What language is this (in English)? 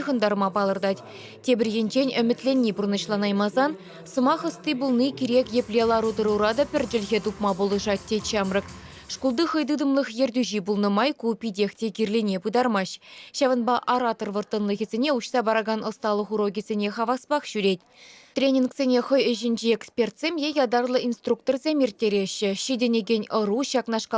Chuvash